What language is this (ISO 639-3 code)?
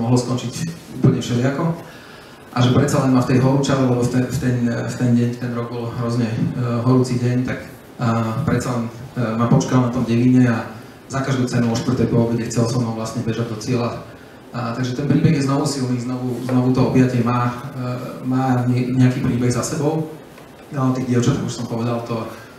slk